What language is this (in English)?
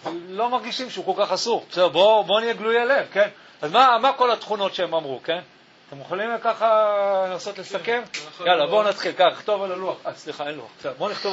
Hebrew